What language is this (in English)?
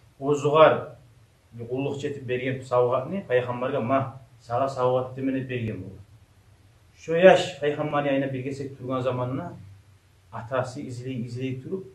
Kumyk